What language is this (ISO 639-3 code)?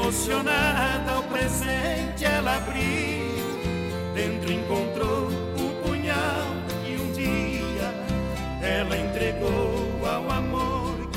por